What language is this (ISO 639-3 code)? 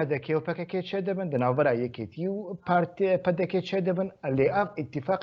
kur